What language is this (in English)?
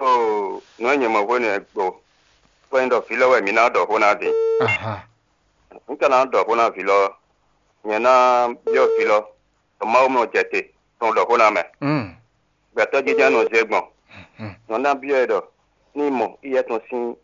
Fon